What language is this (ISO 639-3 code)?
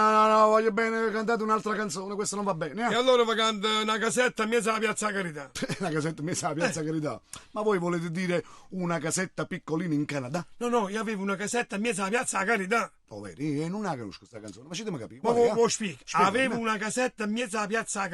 nap